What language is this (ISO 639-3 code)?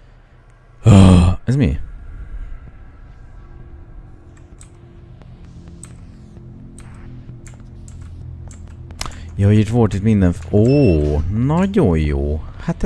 hun